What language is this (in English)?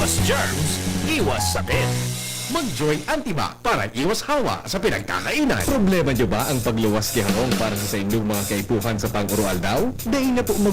Bikol